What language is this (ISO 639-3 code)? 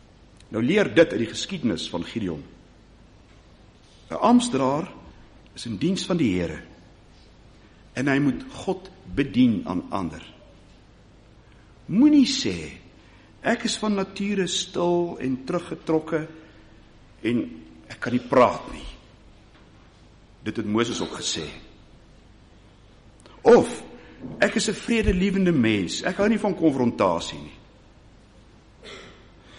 afr